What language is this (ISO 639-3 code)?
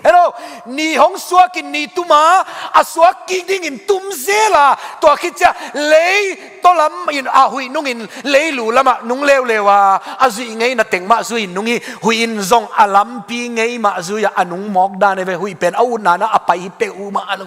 ctd